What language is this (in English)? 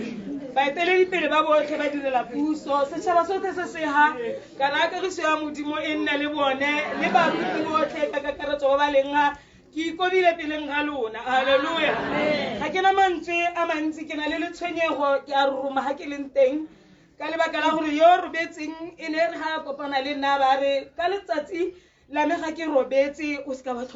Tswana